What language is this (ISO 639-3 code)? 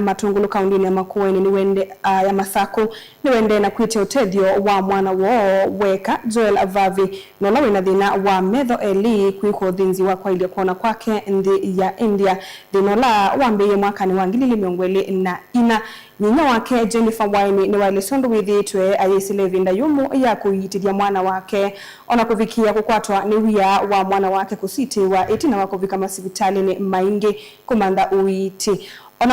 kam